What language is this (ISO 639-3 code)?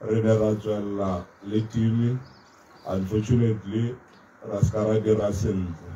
tsn